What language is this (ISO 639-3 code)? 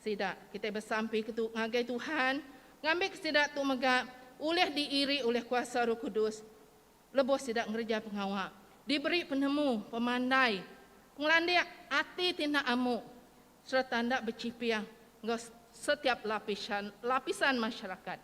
iba